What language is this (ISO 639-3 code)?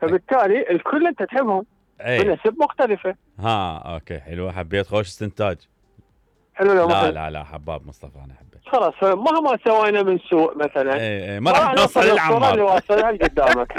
acm